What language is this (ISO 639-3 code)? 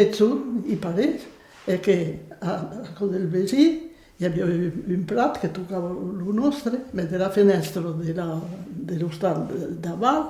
oci